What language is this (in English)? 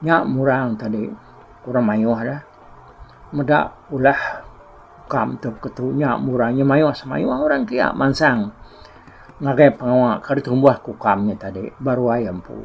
Iban